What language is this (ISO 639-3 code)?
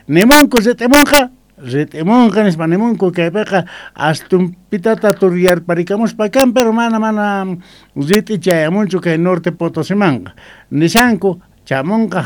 que